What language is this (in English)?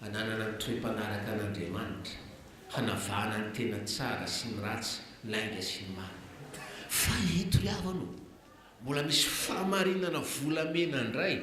Malagasy